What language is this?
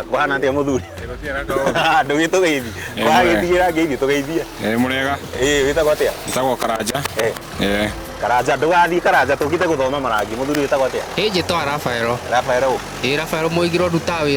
Kikuyu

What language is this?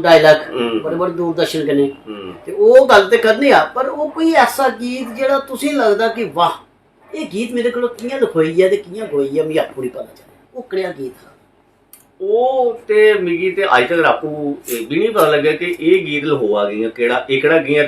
Dogri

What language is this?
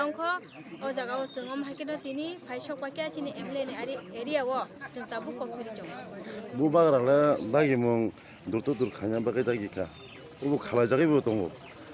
Kok Borok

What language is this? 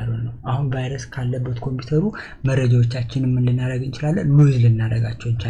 Amharic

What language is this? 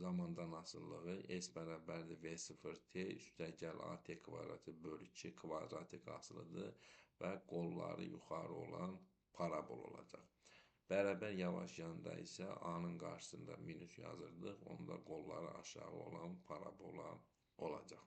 Azerbaijani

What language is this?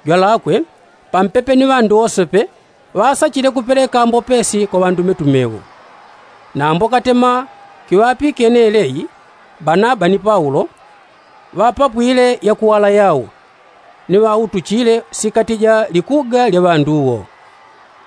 Yao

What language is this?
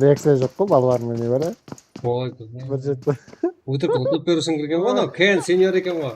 Kara-Kalpak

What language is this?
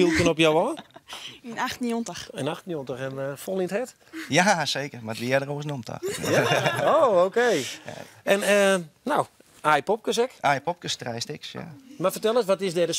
Western Frisian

